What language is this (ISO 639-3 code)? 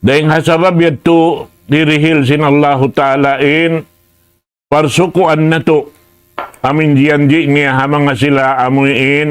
tsg